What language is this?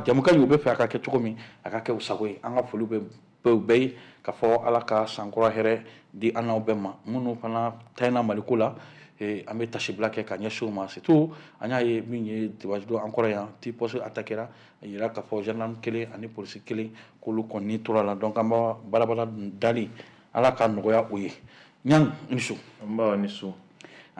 Bambara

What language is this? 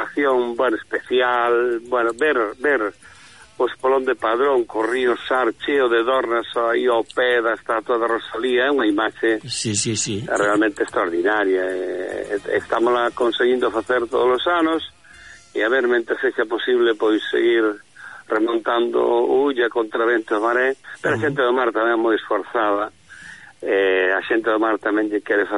Galician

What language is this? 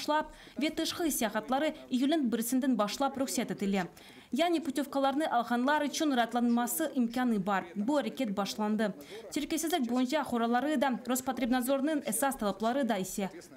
Crimean Tatar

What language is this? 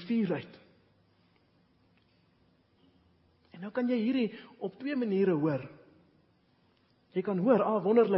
Afrikaans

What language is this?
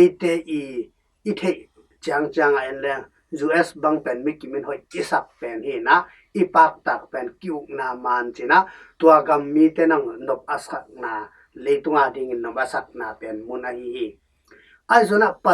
Tedim Chin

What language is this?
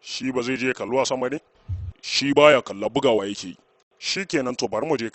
Hausa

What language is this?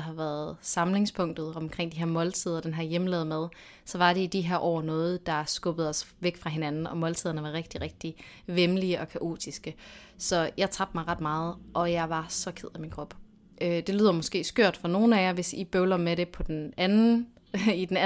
Danish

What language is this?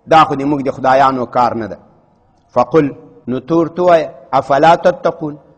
Pashto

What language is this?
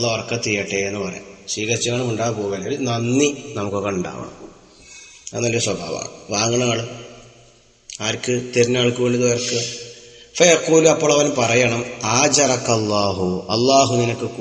Malayalam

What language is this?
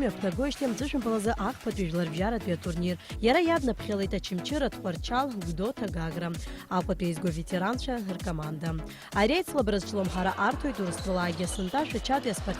Abkhazian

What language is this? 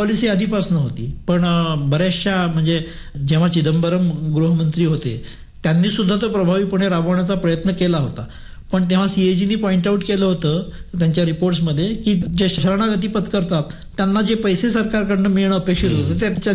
Marathi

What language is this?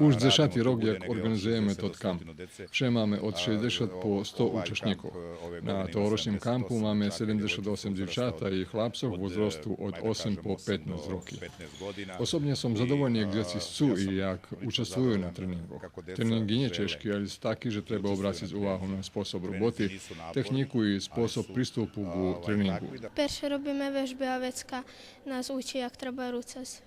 Rusyn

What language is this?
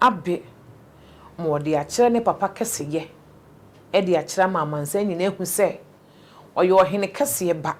Akan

